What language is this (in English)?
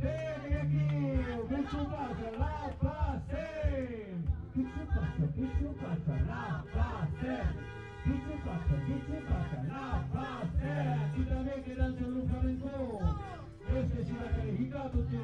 Occitan